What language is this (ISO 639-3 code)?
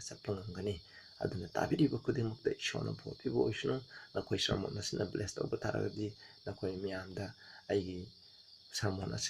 mni